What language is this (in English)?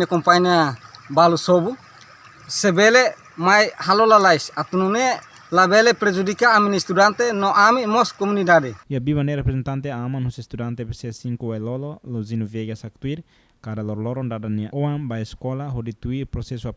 Tetum